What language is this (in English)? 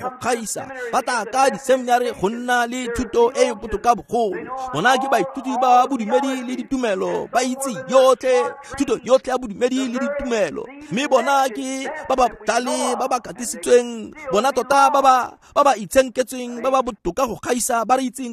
Tswana